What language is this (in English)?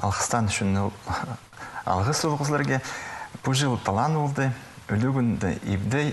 Khakas